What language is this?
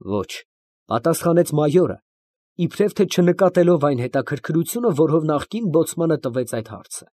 Armenian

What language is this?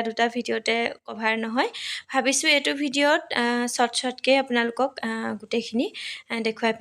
Assamese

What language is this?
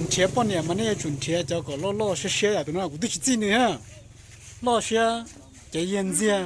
Hmong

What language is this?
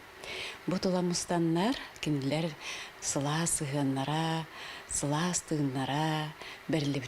Yakut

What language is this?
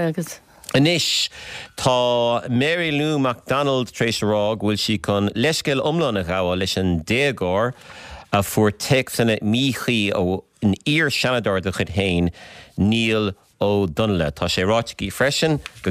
Irish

